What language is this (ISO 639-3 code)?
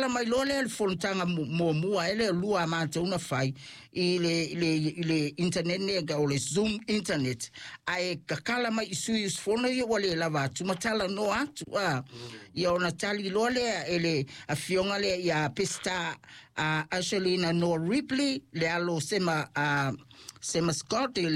smo